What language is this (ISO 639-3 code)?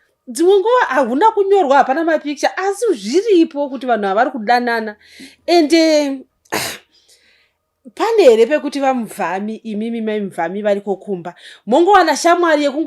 sna